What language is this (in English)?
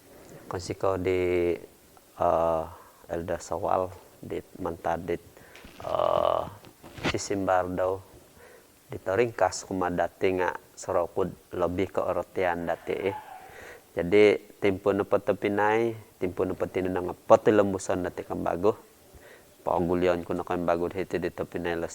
Central Dusun